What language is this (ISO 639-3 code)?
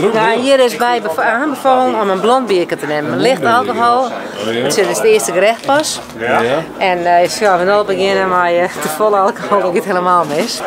fry